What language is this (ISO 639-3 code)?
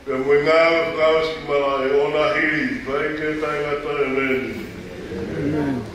ton